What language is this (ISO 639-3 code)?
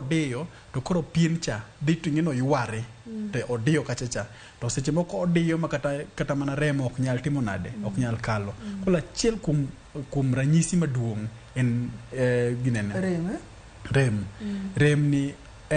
luo